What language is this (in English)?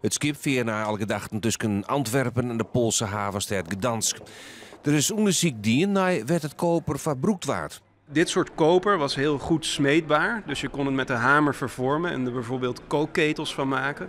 Western Frisian